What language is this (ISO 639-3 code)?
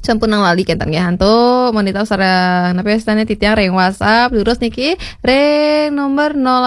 ban